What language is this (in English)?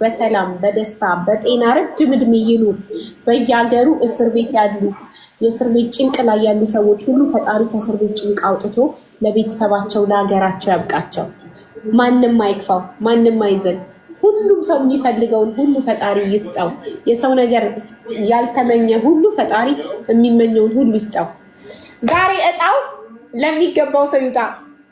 Amharic